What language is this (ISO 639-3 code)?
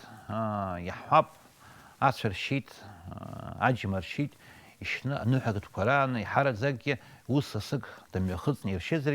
abk